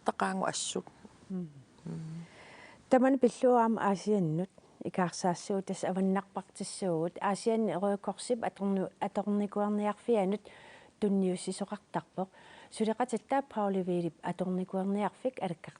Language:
Kalaallisut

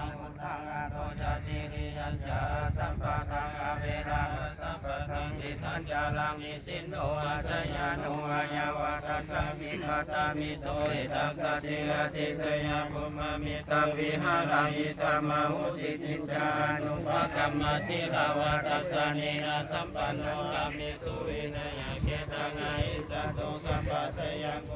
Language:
Pali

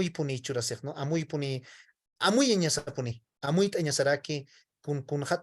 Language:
Aymara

